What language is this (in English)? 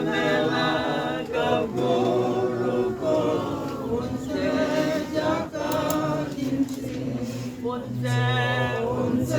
Tswana